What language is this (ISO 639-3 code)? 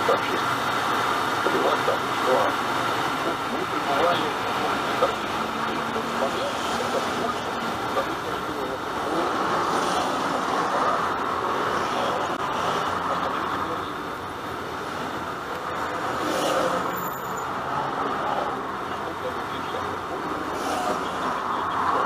rus